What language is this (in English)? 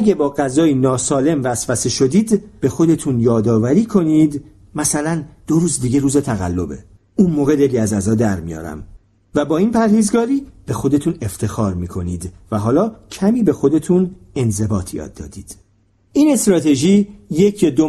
Persian